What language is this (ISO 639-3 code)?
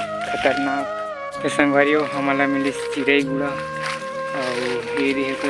hne